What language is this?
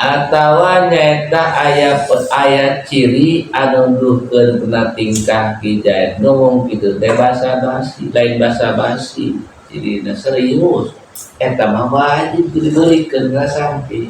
Sundanese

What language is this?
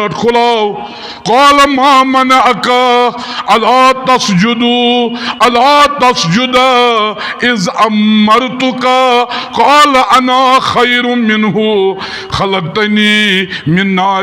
Kashmiri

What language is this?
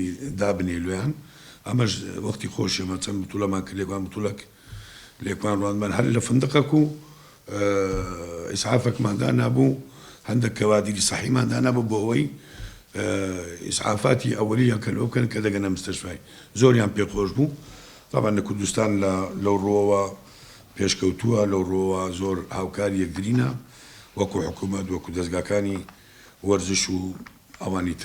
Central Kurdish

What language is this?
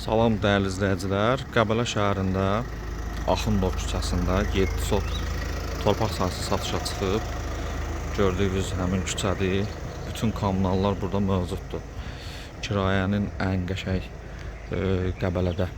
Azerbaijani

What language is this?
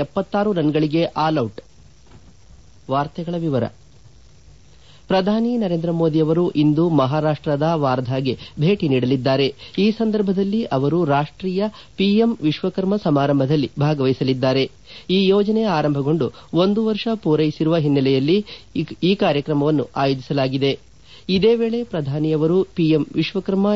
Kannada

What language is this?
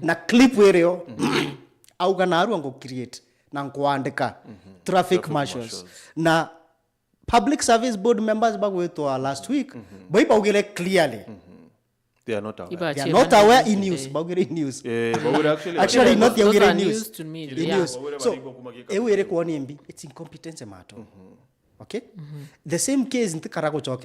Meru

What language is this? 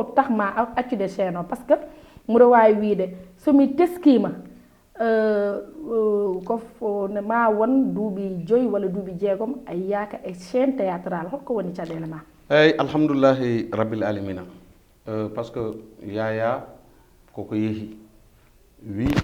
Fula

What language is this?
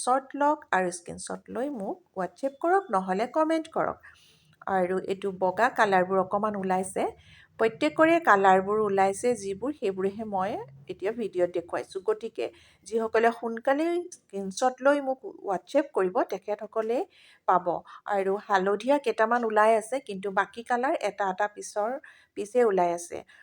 Assamese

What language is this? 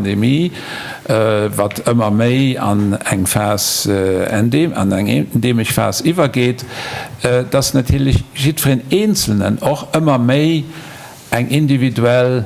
Luxembourgish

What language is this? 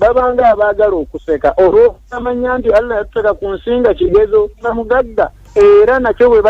Ganda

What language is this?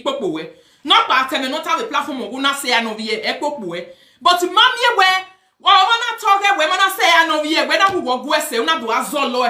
Nigerian Pidgin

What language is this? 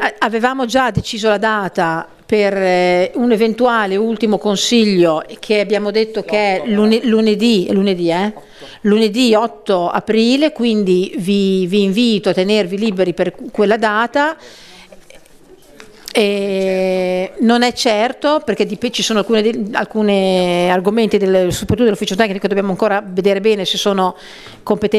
Italian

